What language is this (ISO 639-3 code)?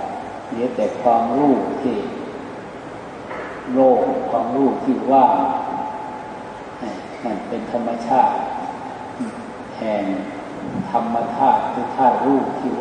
tha